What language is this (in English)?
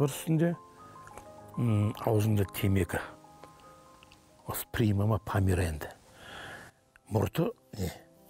Kazakh